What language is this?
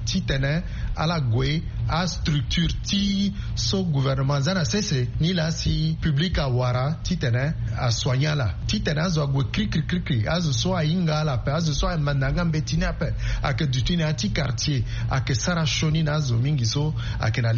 Sango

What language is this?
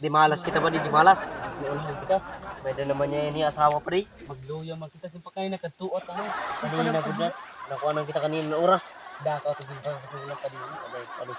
Waray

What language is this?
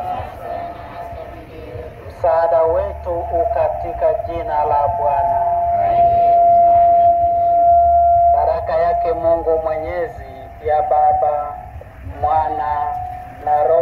Swahili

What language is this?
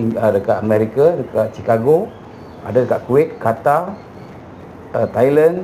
Malay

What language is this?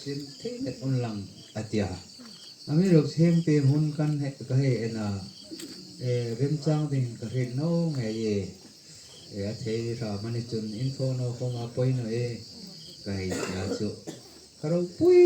Hmar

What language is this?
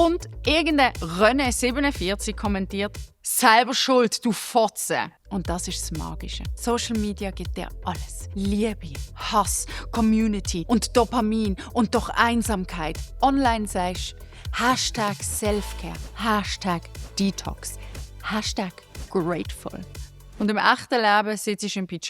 Swiss German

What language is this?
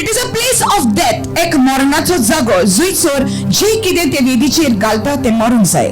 Konkani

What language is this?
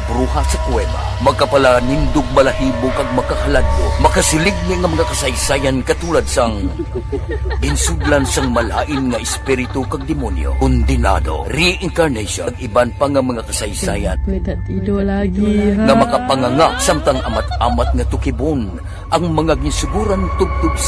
Hiligaynon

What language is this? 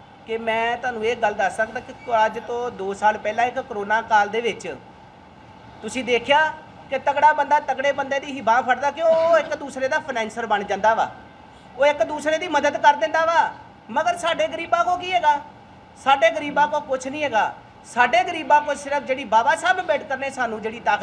Punjabi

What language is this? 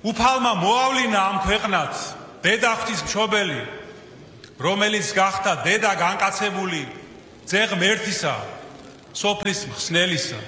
Georgian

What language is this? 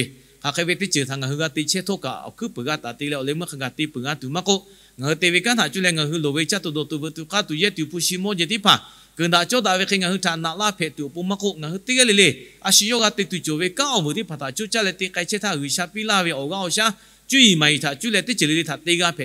Lahu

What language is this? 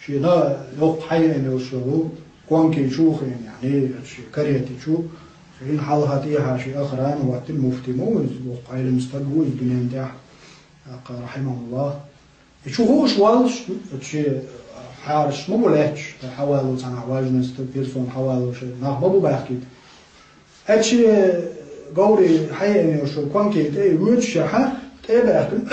Chechen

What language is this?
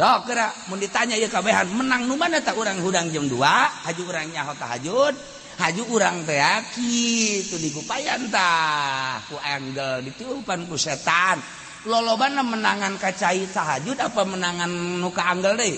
Sundanese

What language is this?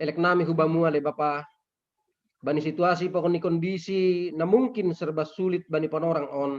Batak Simalungun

